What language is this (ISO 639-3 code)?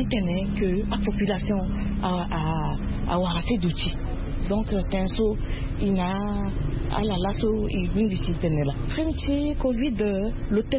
sag